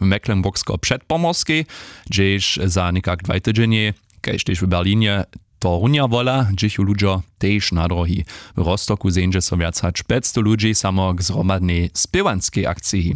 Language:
Upper Sorbian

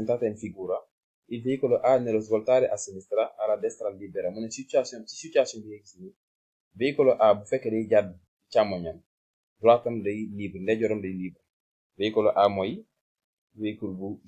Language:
Wolof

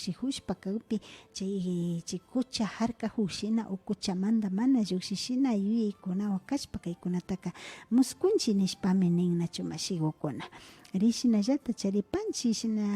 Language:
Imbabura Highland Quichua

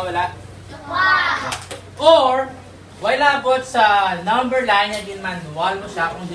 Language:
Hiligaynon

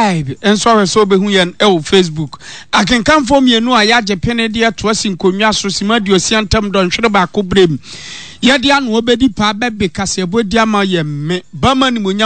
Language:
Akan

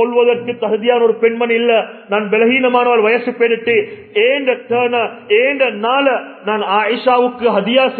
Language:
Tamil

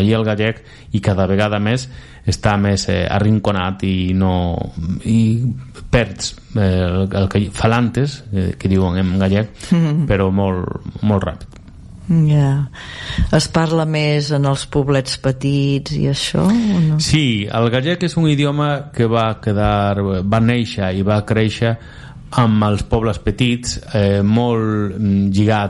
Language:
Catalan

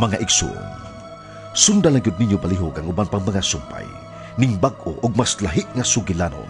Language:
Cebuano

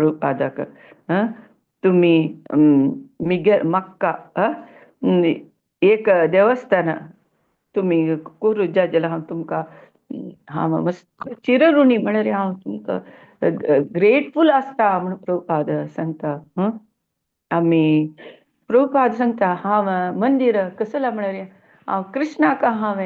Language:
Konkani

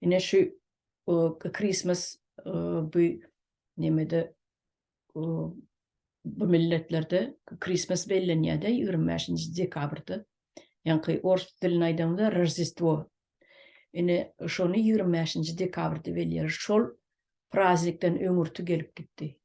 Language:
Turkmen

